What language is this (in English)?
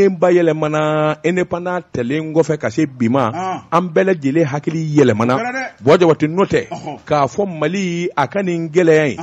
Bambara